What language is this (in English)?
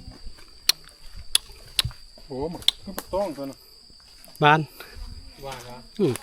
Lao